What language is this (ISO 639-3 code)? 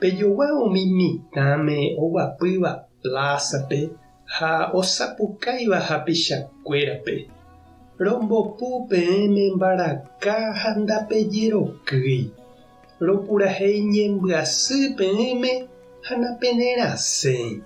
grn